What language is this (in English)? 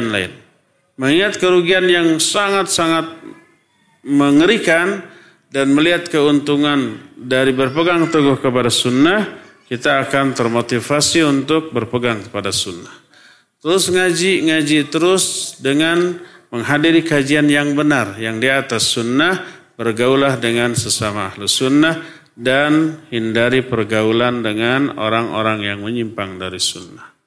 Indonesian